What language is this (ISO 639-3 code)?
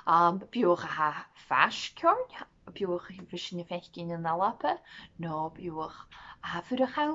gla